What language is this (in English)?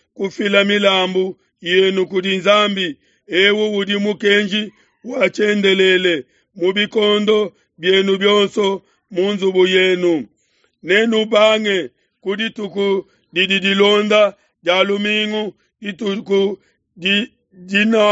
Luba-Lulua